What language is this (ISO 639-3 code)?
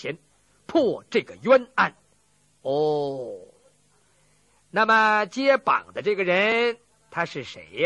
zho